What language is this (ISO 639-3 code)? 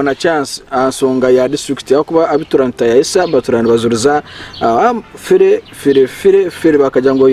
nyn